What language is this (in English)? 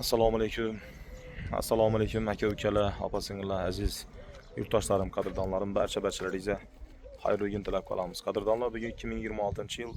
Uzbek